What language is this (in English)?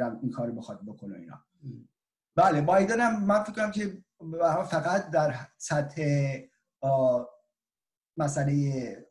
Persian